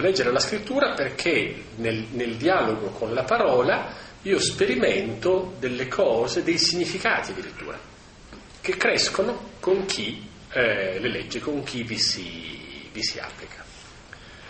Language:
Italian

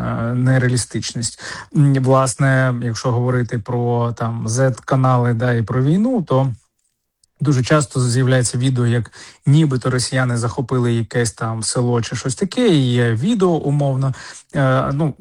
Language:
Ukrainian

